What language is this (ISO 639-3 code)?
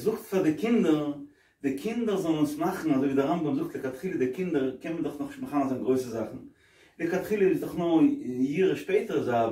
yid